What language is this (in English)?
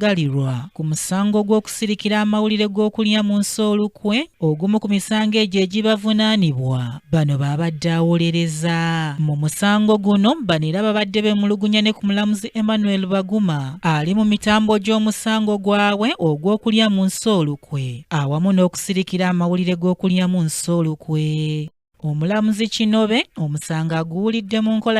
Ganda